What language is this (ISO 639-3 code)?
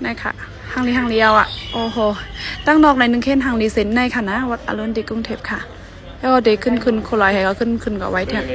shn